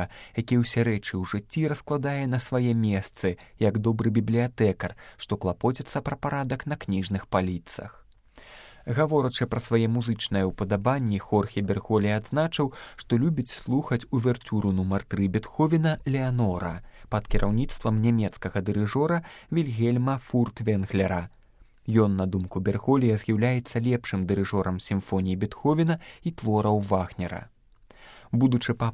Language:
Belarusian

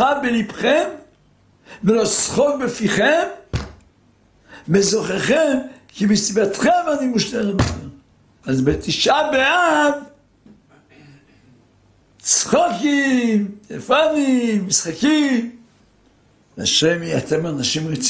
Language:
Hebrew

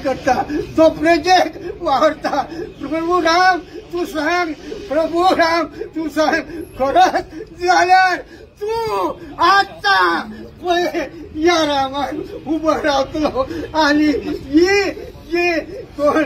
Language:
Konkani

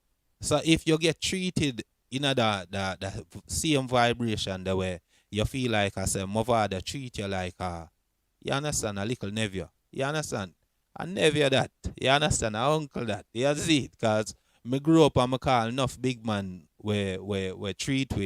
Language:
Jamaican Creole English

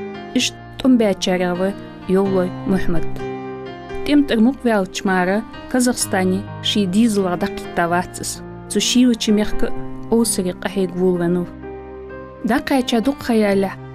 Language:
Ingush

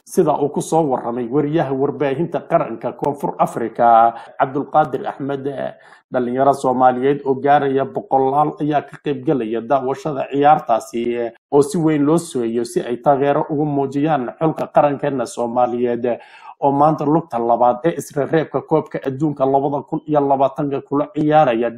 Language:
Somali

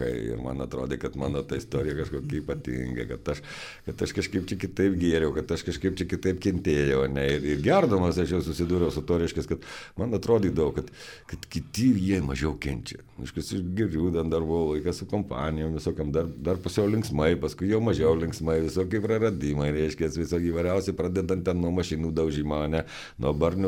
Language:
Lithuanian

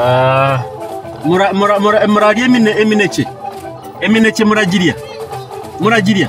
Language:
Nyoro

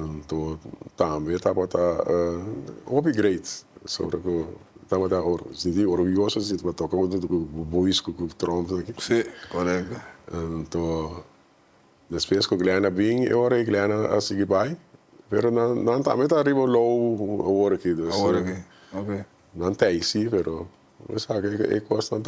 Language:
Papiamento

